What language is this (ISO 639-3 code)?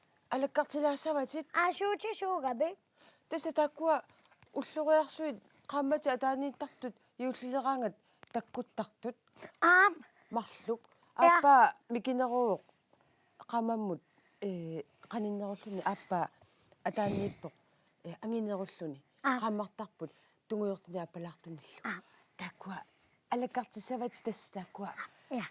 kal